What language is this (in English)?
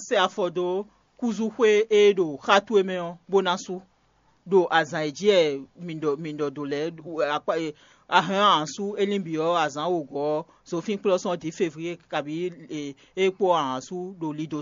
Fon